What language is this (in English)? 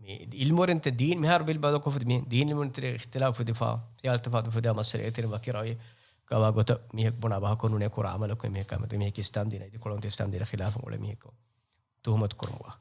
Divehi